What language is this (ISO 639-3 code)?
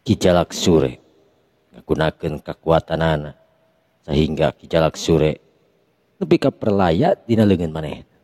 sun